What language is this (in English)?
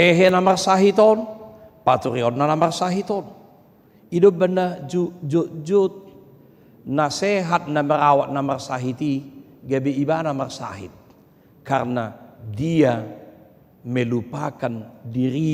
Batak Toba